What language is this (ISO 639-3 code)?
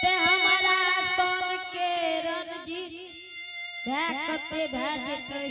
anp